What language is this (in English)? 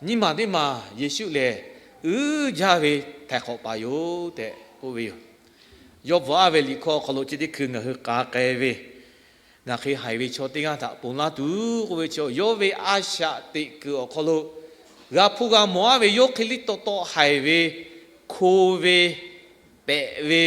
Lahu